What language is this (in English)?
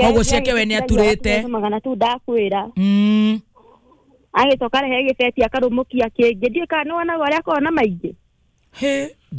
Kikuyu